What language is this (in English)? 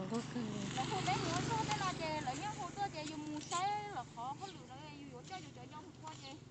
Hmong